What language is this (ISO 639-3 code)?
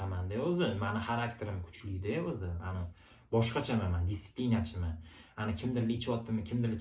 uzb